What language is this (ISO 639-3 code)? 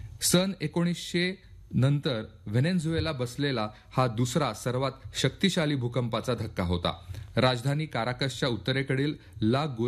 mar